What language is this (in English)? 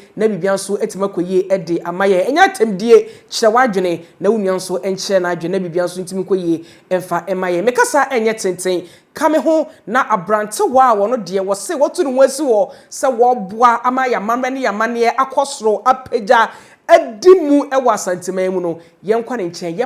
Akan